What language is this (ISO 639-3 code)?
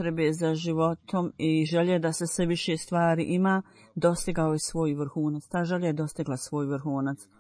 bos